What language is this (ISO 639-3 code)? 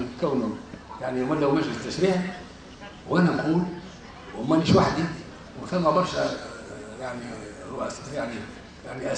aeb